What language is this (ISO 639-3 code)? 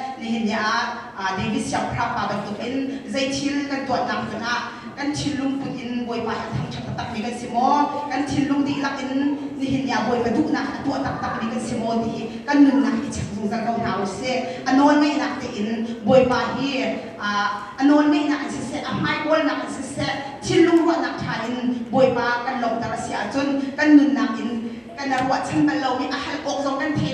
cnh